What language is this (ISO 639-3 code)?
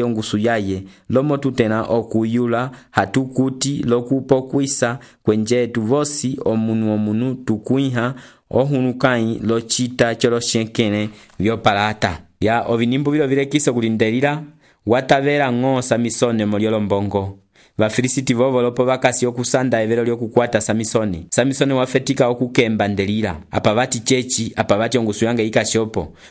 umb